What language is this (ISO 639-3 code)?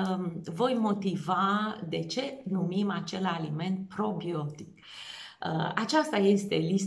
ron